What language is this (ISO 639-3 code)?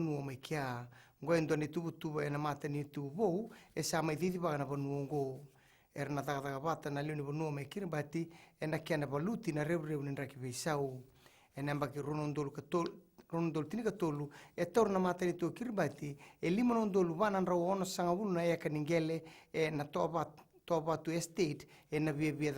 fij